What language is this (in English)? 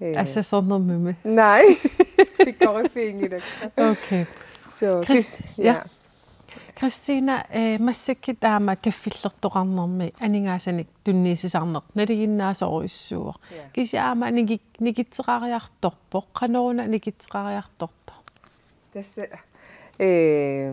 Kalaallisut